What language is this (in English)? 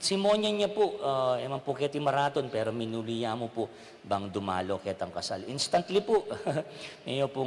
Pampanga